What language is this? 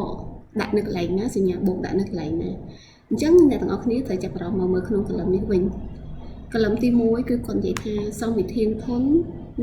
Khmer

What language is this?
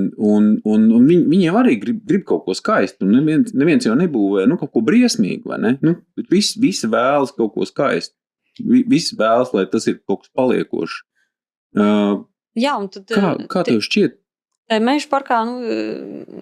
Latvian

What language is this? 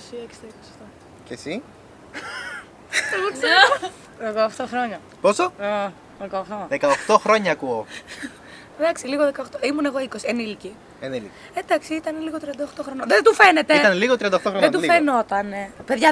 Greek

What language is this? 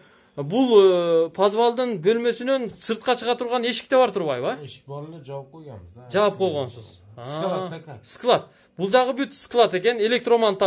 Kyrgyz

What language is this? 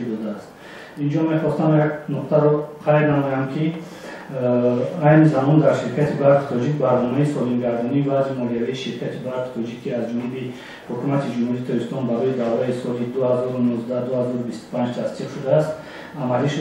Tajik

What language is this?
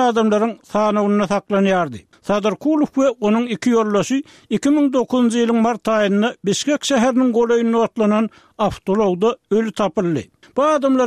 Turkmen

